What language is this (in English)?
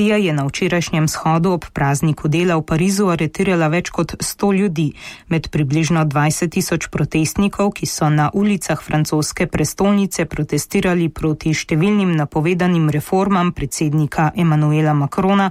Slovenian